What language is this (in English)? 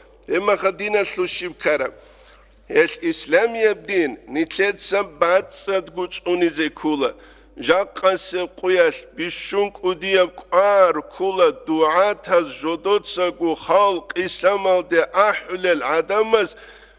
Avaric